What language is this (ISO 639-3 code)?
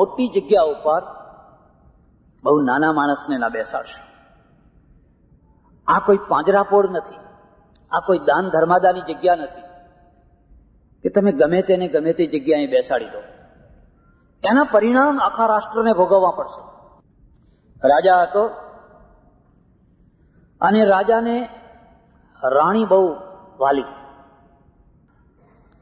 guj